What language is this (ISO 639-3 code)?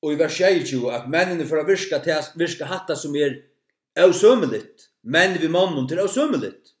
fao